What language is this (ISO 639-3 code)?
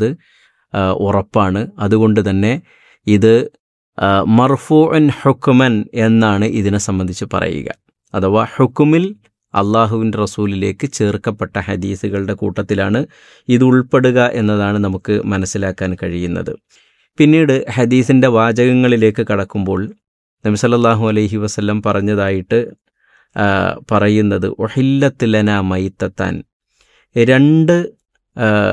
mal